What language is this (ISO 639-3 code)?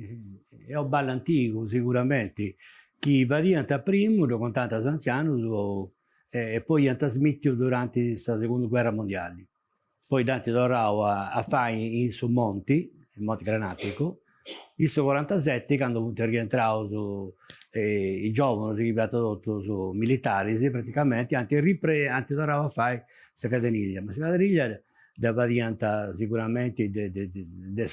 srd